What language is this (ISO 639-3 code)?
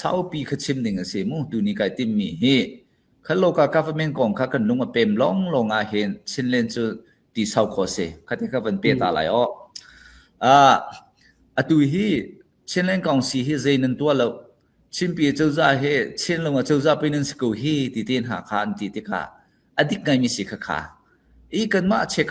cfm